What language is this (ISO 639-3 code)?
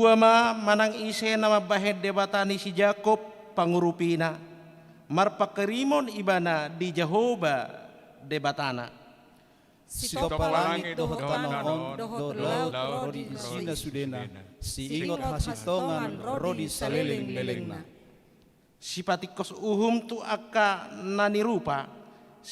bbc